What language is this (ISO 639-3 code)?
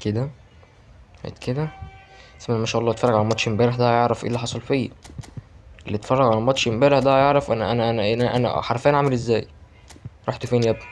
arz